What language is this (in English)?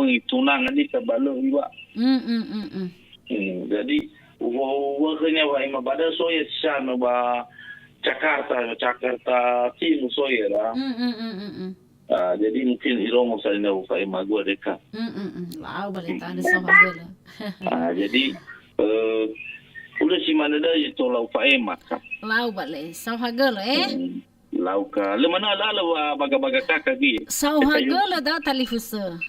Nias